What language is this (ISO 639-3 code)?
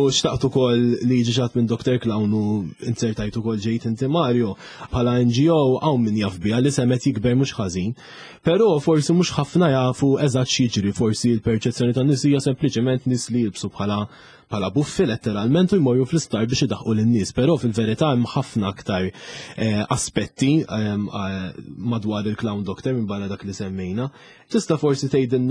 mlt